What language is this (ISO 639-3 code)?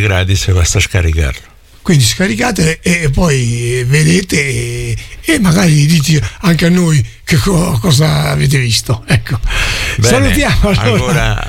ita